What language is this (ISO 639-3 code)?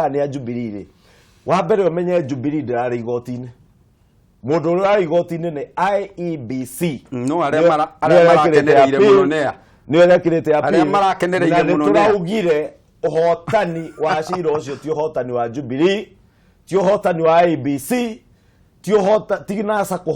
kik